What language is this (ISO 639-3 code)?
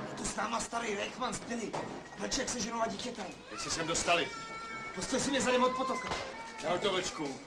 ces